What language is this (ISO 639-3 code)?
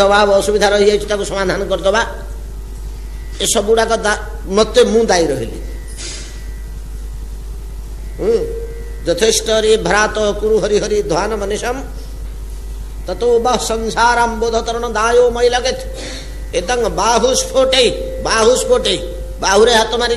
ori